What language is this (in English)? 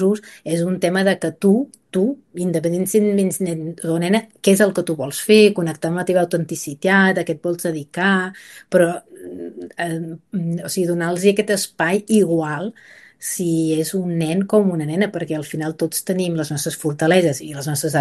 Catalan